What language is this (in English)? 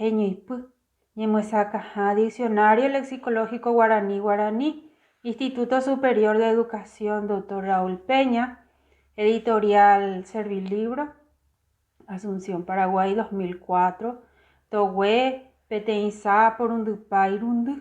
Guarani